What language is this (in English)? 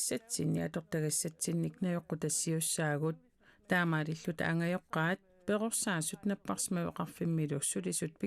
Kalaallisut